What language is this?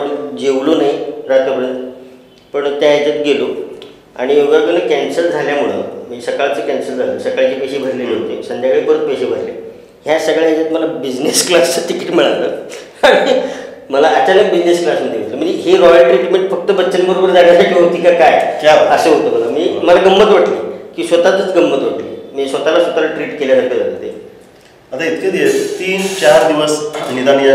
Marathi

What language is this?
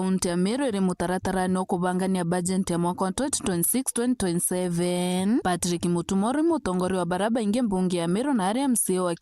Meru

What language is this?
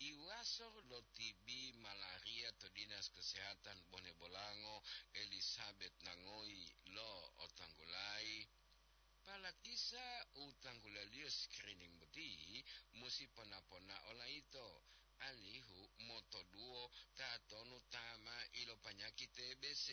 Gorontalo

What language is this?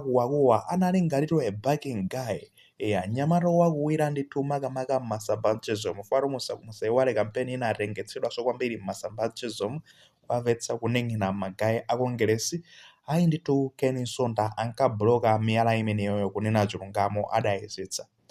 Nyanja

